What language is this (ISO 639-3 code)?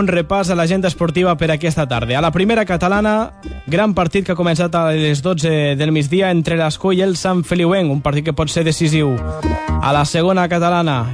cat